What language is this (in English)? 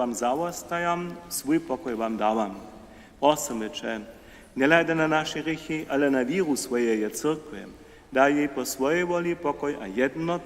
Upper Sorbian